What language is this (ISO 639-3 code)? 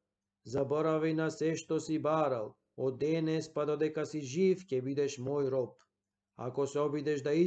mkd